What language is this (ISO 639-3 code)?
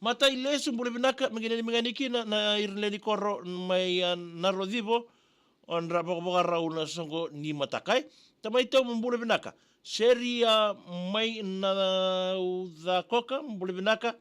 fij